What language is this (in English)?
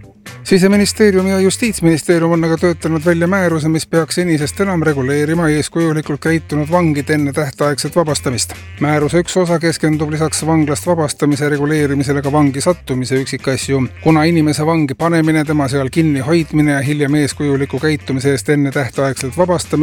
Estonian